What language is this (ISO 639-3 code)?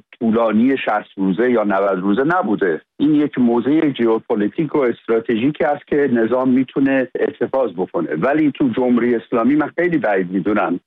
fas